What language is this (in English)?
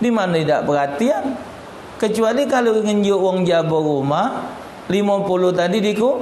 Musi